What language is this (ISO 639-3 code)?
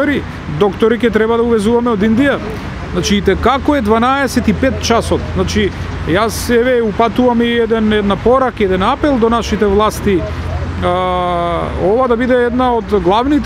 mkd